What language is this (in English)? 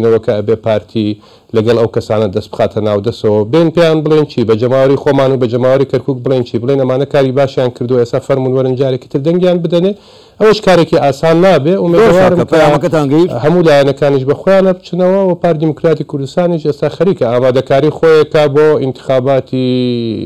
Central Kurdish